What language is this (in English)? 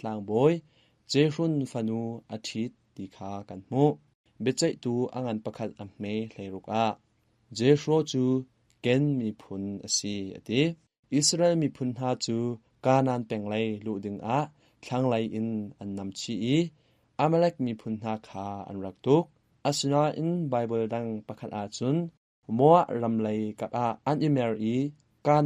Hakha Chin